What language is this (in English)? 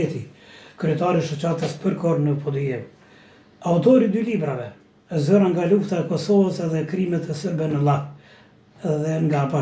Albanian